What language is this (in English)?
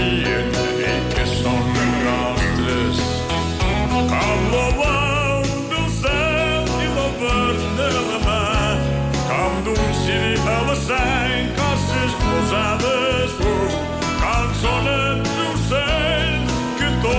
Catalan